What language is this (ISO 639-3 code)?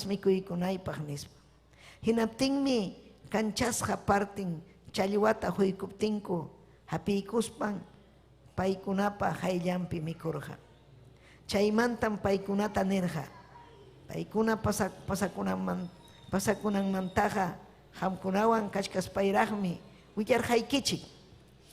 quy